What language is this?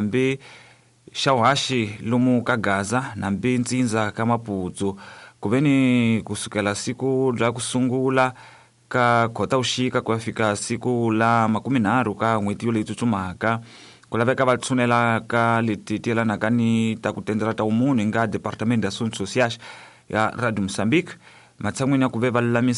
Tsonga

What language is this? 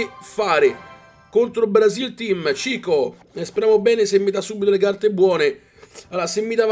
Italian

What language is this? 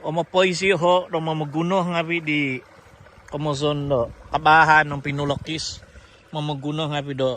Central Dusun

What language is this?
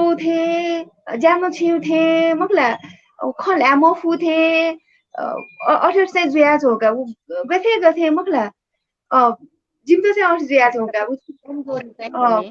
Newari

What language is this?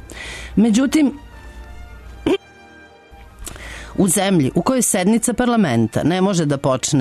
Serbian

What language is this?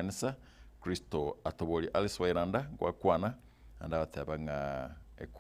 Gusii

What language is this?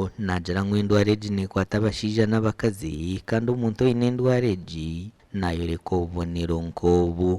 Nyankole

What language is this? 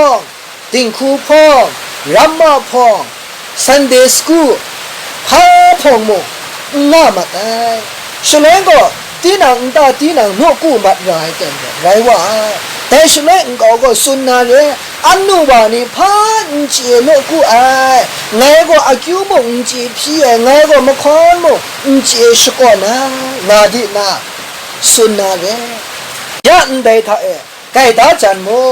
Kachin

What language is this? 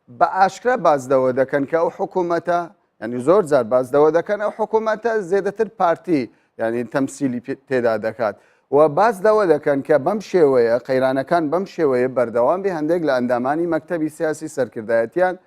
Central Kurdish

